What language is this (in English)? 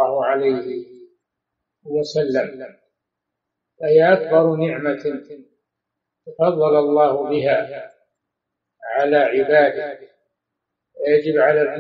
Arabic